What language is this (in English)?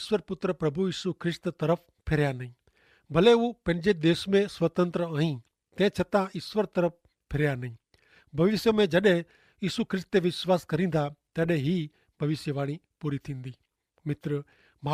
Kachhi